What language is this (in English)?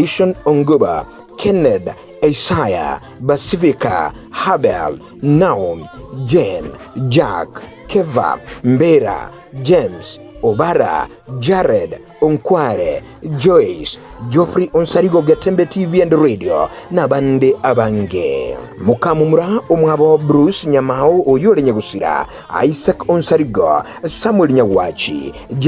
Gusii